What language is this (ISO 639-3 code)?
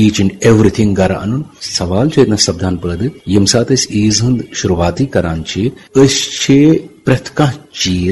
kas